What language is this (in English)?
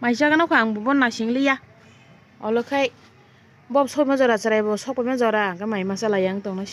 Kok Borok